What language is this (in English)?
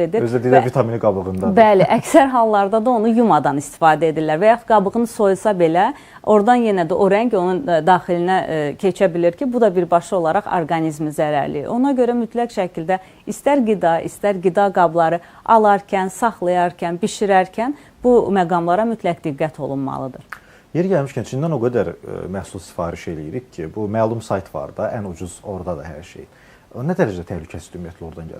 Azerbaijani